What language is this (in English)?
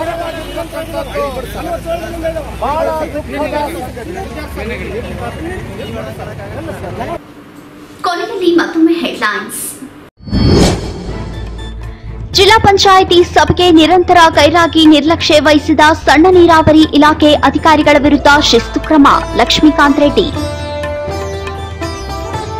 Kannada